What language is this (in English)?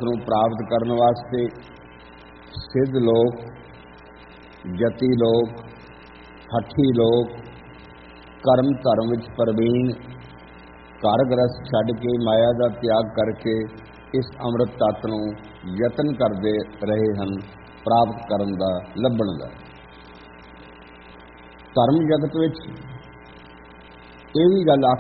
Punjabi